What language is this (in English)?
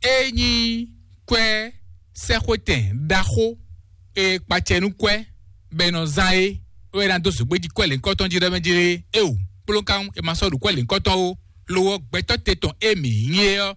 Fon